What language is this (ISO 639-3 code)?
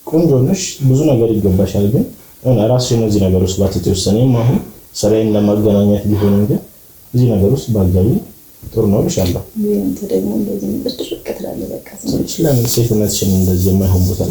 amh